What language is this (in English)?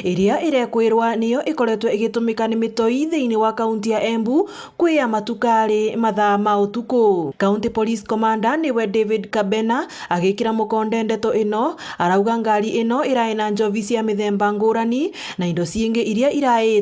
Meru